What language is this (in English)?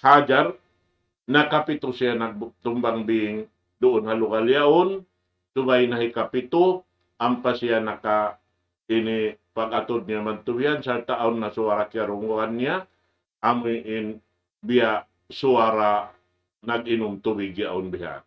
Tausug